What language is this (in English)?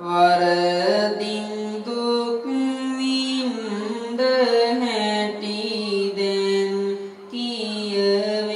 Sinhala